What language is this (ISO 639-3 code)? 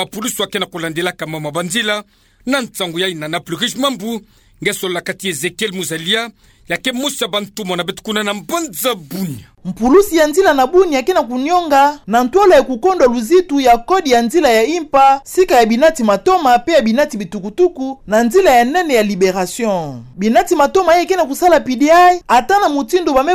ktu